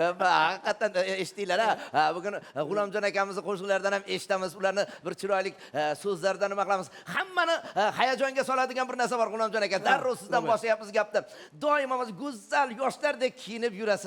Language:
Uzbek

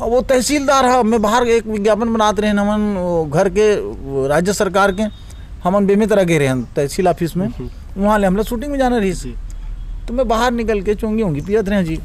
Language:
Chhattisgarhi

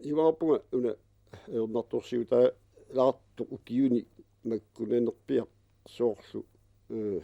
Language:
Kalaallisut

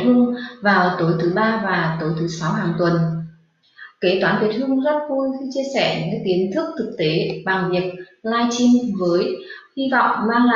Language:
Vietnamese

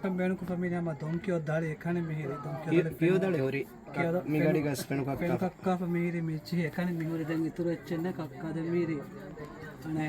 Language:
Divehi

